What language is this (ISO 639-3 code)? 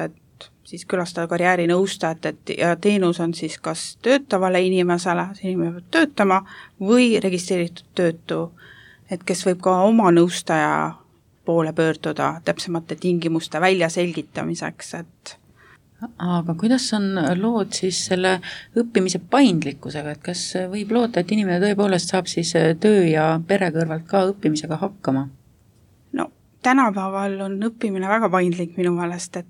est